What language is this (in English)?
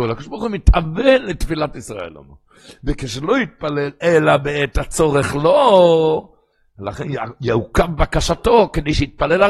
Hebrew